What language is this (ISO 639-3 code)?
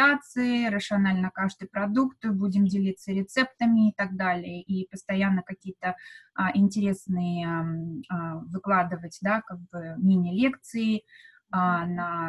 rus